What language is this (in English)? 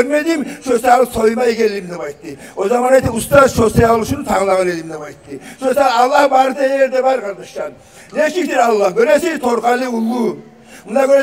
Kumyk